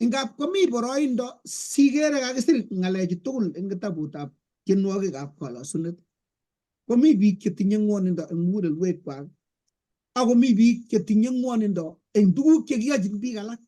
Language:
Kalenjin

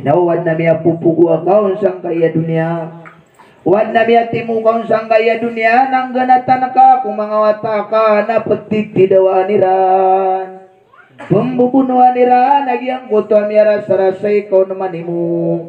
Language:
Maranao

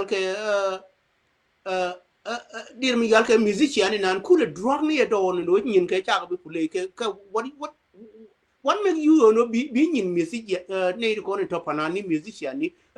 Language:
Nuer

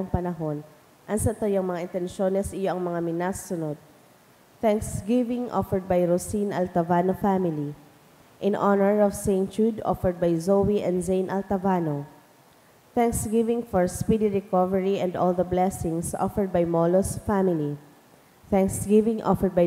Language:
Bikol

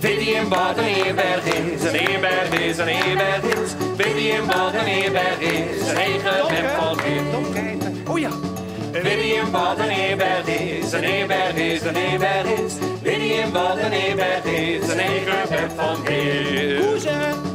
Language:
Western Frisian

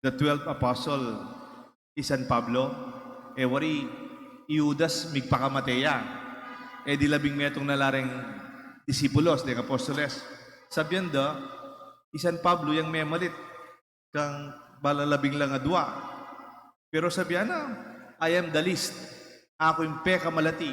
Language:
Pampanga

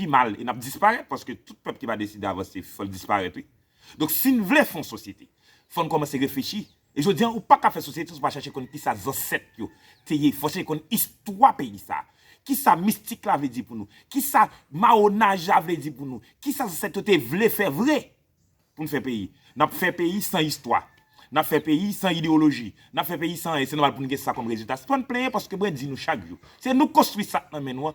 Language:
Haitian Creole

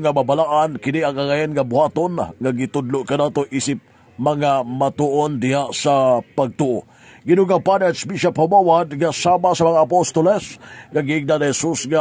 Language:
Cebuano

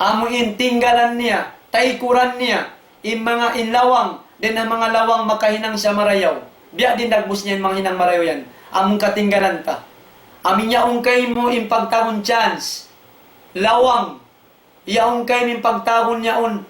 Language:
Tausug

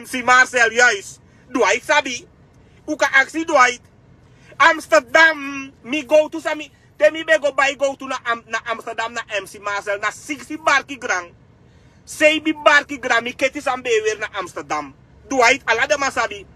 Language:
Sranan Tongo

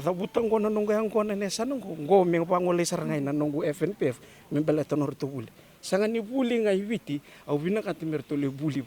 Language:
Fijian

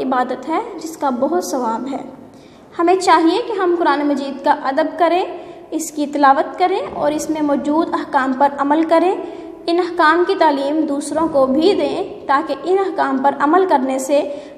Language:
Urdu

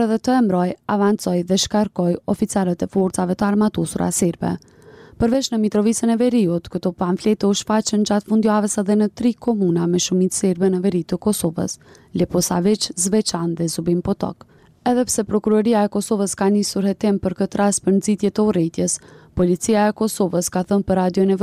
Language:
Albanian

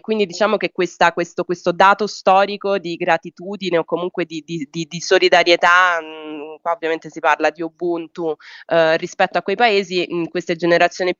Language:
Italian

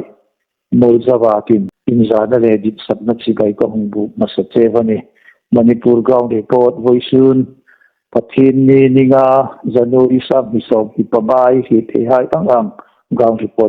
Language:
Hmar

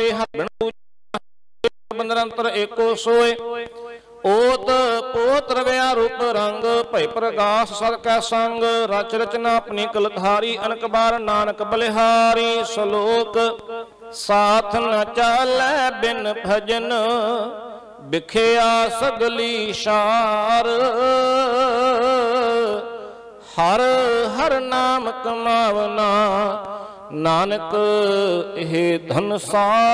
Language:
Punjabi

